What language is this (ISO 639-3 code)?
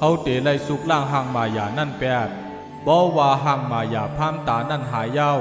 shn